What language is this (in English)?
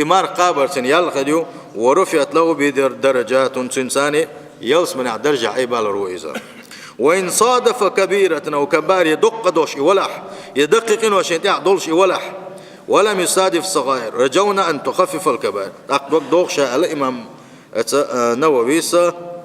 Chechen